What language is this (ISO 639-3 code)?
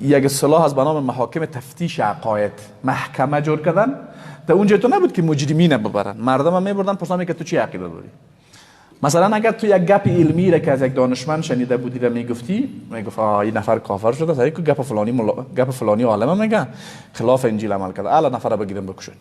fas